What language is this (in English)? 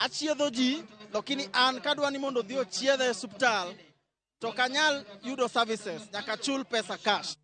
Luo (Kenya and Tanzania)